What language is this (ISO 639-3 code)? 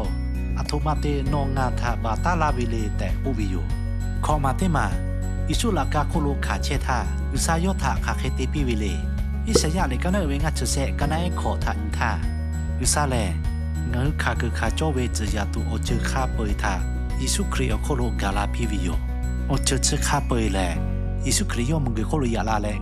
lhu